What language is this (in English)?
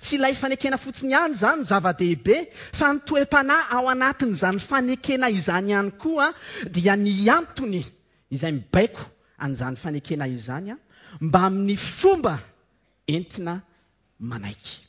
Malagasy